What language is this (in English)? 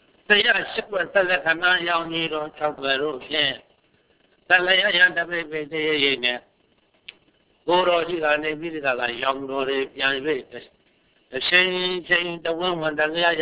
Burmese